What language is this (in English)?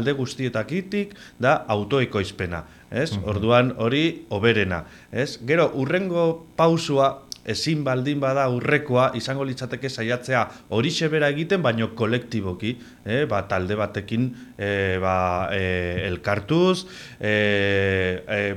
Basque